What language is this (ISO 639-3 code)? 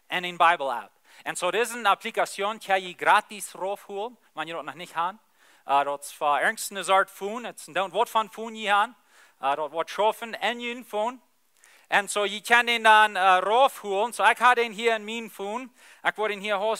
pdt